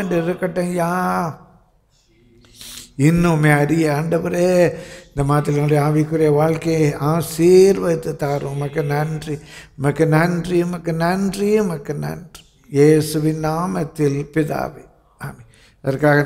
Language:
Tamil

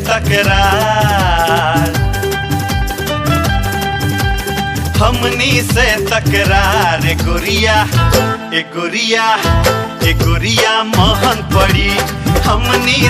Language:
Bhojpuri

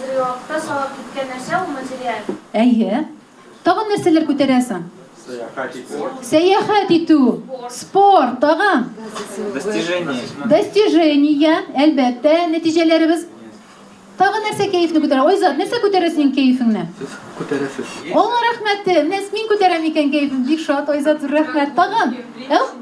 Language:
Tatar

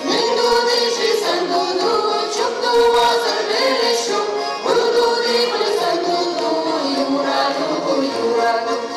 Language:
Chuvash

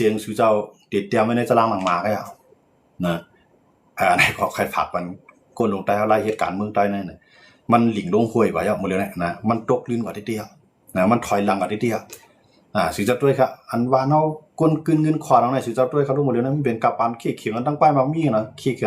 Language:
Shan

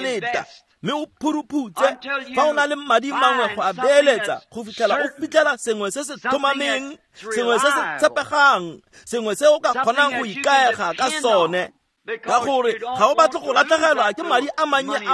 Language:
Tswana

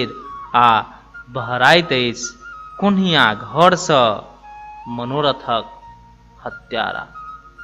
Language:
Maithili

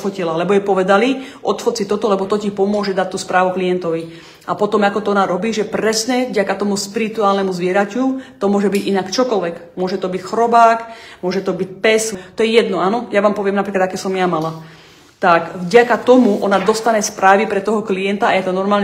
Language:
Slovak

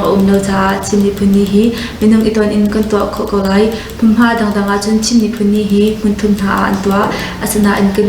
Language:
Hakha Chin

